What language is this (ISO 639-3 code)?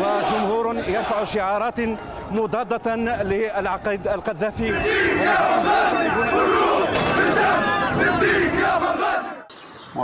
ara